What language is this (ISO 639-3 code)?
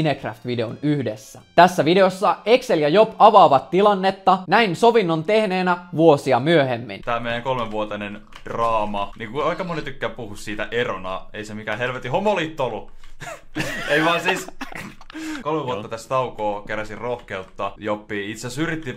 fin